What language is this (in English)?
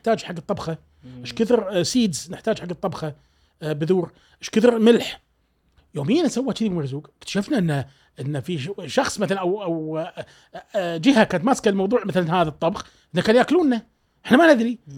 Gulf Arabic